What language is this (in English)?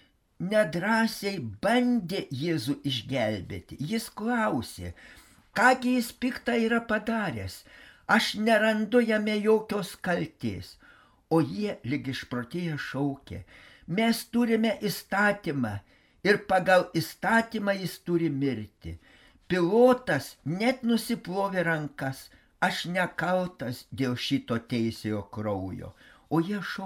Lithuanian